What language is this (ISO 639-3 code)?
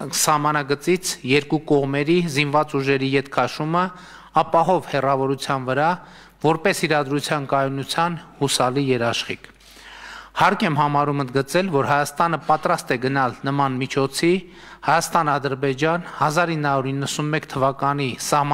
hye